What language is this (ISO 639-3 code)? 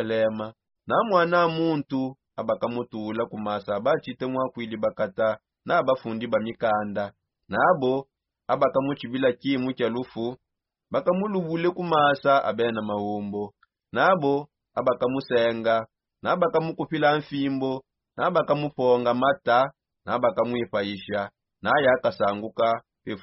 sop